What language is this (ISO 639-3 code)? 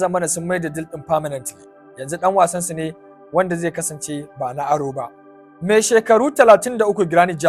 hau